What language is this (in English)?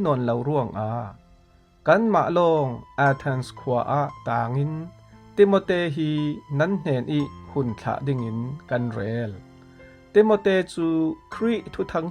Falam Chin